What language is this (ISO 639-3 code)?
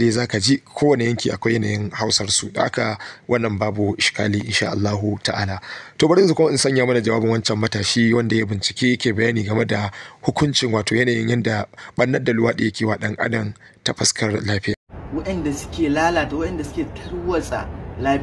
hau